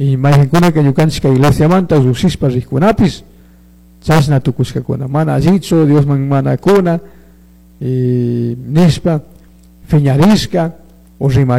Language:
Chimborazo Highland Quichua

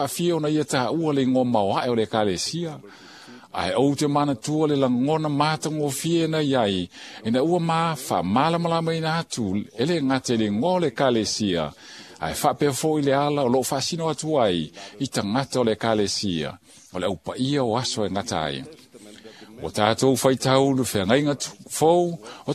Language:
Samoan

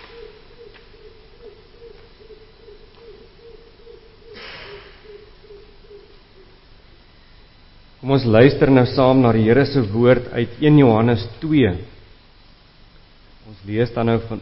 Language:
Afrikaans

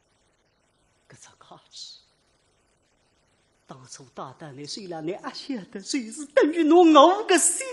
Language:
Wu Chinese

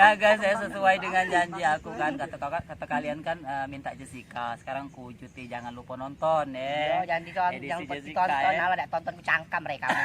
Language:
Musi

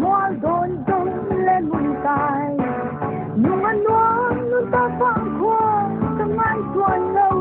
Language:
Paite Chin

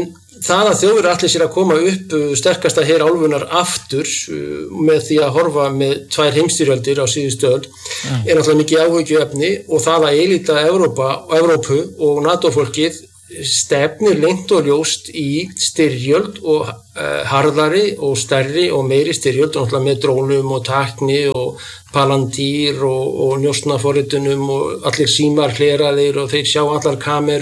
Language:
Icelandic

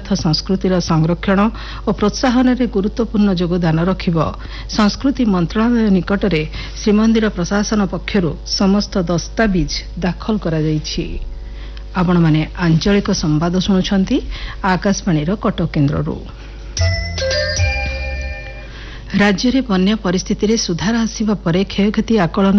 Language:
Odia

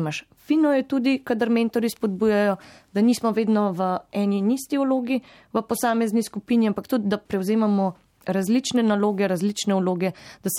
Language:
Slovenian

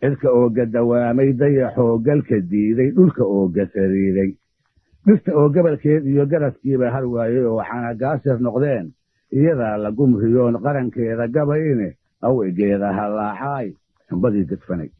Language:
Somali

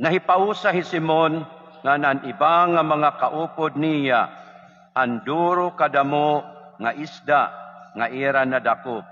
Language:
Waray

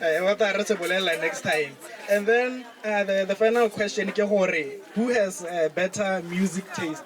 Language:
Tswana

